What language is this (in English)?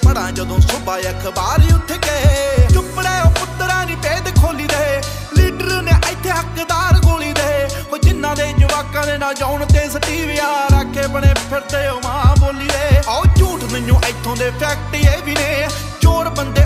Punjabi